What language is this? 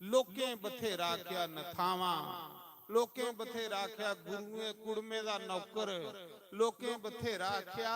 Dogri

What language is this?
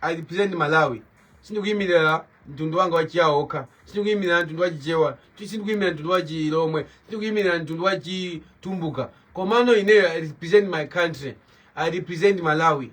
Nyanja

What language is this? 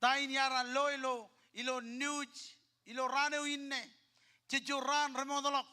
Marshallese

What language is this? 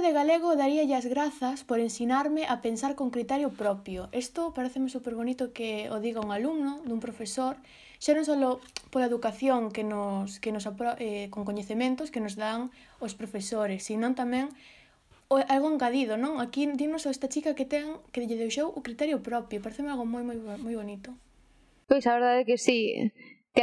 Galician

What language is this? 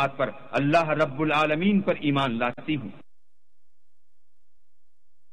Urdu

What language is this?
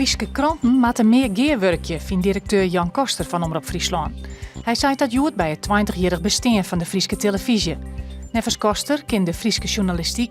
Western Frisian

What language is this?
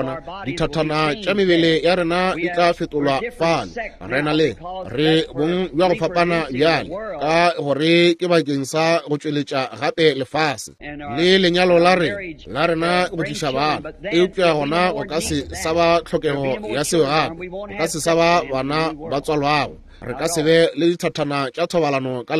Northern Sotho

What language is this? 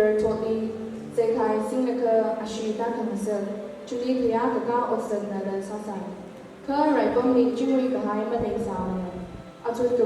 Tangkhul Naga (India)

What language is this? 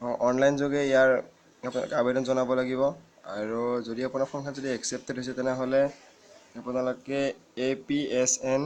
Assamese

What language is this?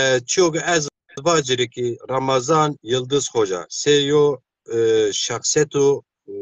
Zaza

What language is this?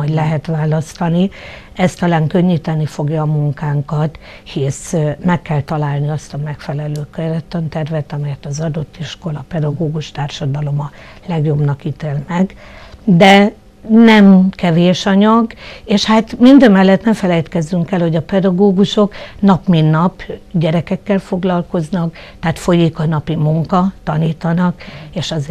Hungarian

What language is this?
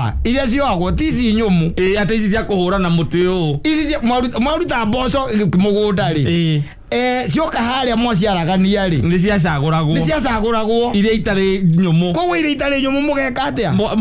Kikuyu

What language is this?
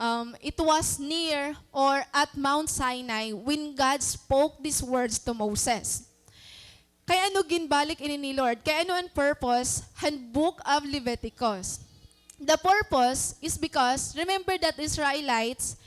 Waray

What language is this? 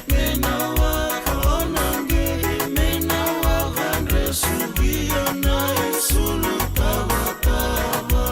Fijian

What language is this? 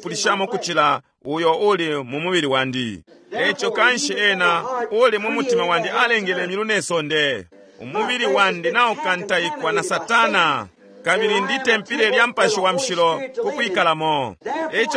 Bemba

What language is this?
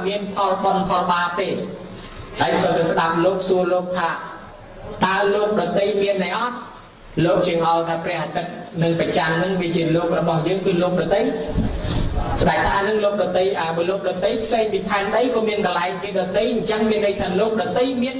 Khmer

